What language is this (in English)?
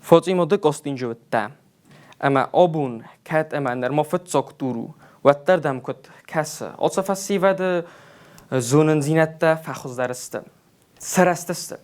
Ossetic